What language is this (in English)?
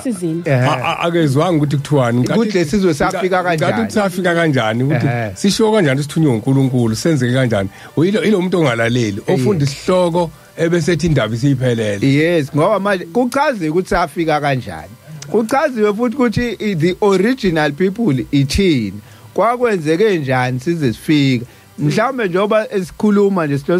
Zulu